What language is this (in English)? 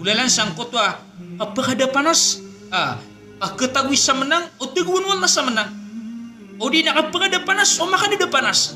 Maranao